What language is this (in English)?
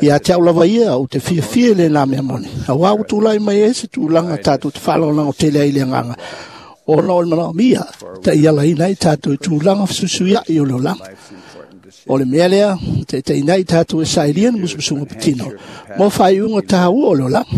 Samoan